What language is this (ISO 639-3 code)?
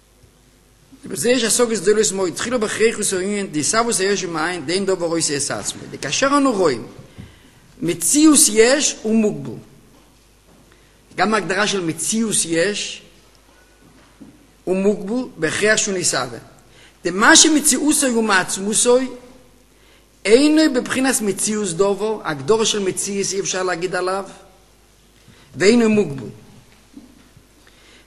heb